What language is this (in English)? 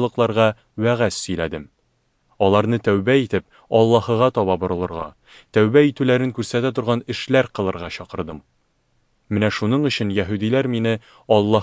Tatar